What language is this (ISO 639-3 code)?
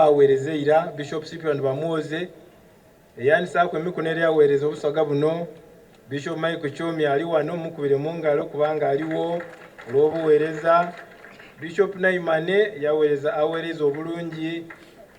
xog